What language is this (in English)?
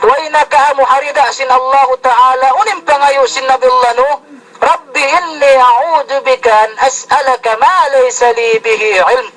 Yakan